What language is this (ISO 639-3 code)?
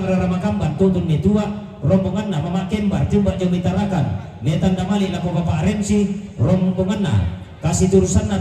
sda